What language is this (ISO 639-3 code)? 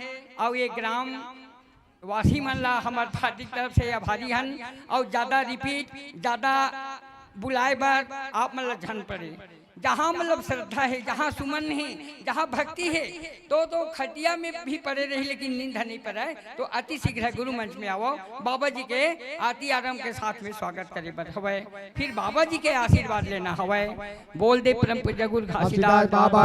hne